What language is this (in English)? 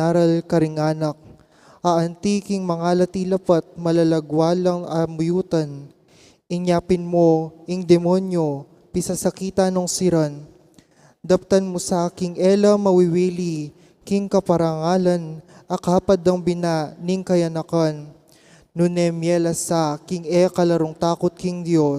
Pampanga